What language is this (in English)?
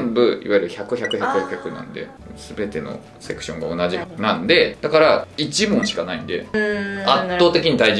Japanese